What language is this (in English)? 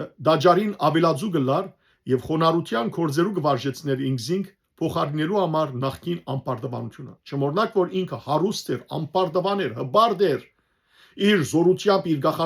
Western Armenian